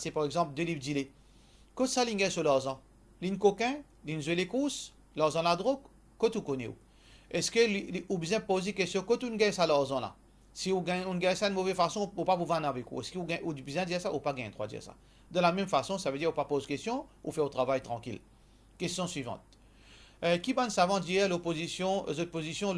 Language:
Morisyen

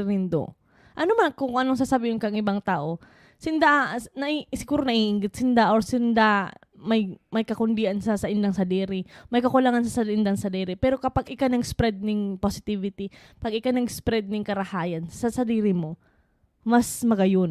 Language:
Bikol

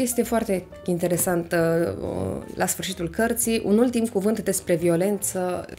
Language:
Romanian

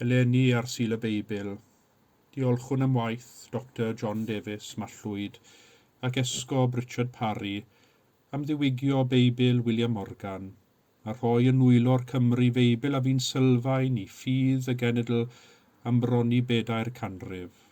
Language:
Welsh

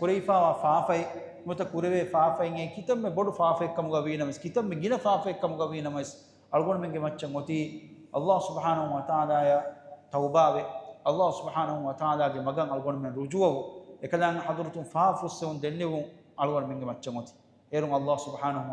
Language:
Divehi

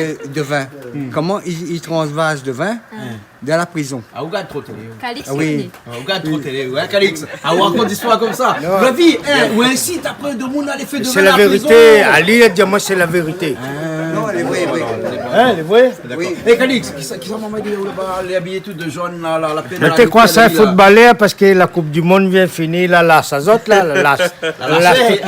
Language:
Réunion Creole French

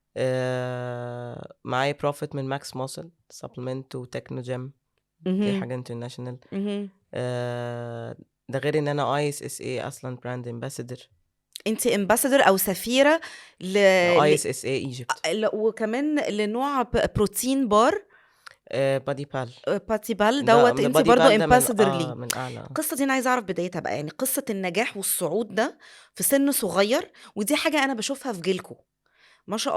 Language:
Egyptian Arabic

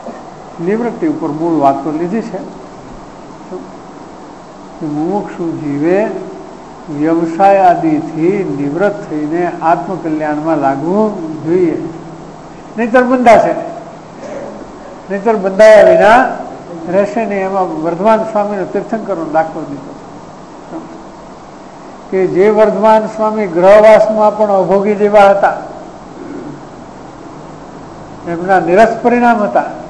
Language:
Gujarati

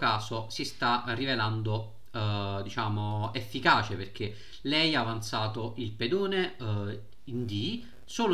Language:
Italian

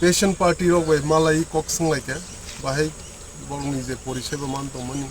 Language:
Kok Borok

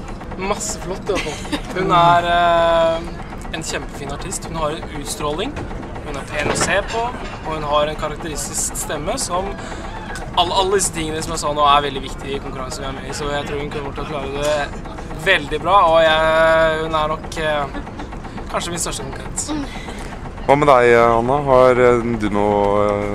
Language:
Norwegian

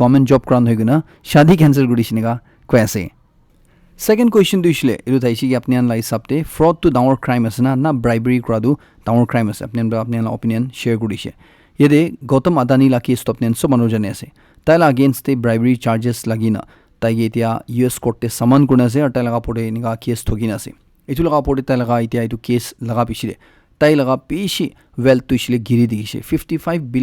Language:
Naga Pidgin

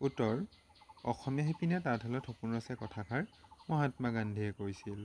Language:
Assamese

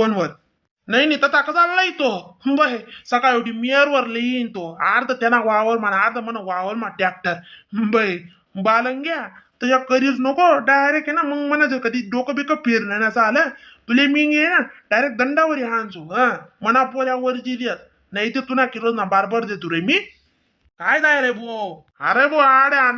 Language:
Khandesi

